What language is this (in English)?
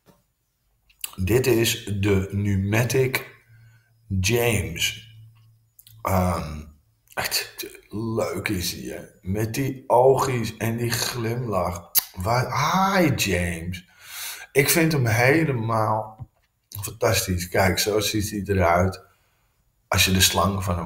Dutch